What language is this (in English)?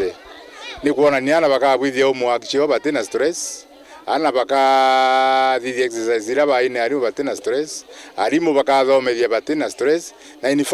Meru